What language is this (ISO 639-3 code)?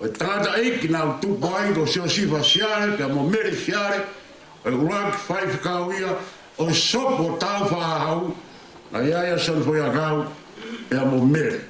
ton